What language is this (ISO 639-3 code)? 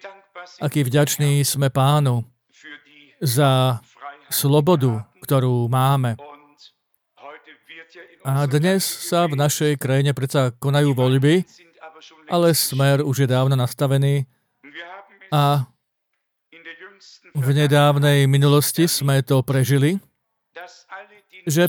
slk